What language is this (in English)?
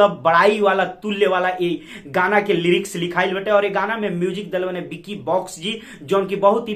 Bhojpuri